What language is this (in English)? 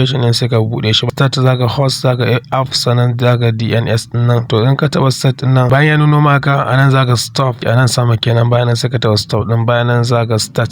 Hausa